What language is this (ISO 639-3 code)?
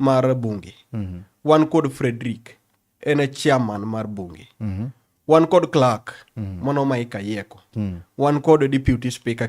luo